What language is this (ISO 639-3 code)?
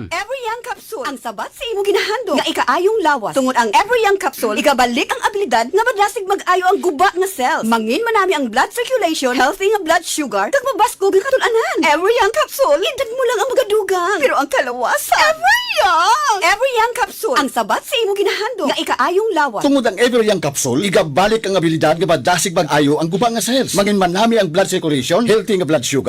hil